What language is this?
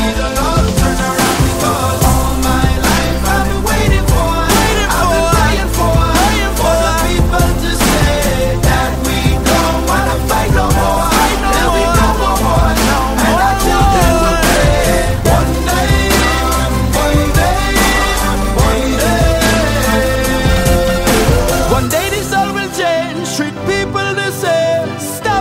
English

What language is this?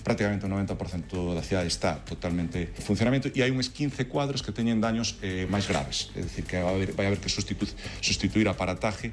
Galician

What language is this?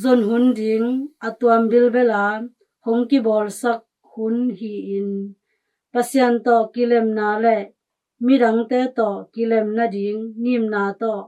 Tedim Chin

